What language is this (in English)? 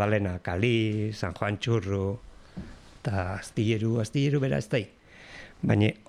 Basque